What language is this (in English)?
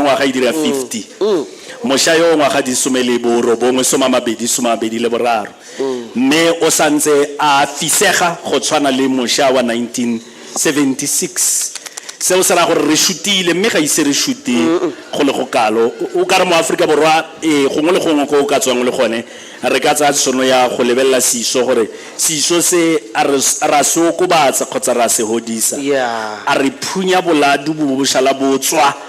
Tswana